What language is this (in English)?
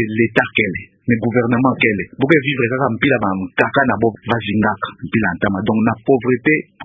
Kituba (Democratic Republic of Congo)